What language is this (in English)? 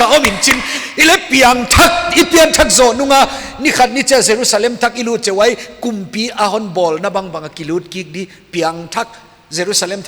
Paite Chin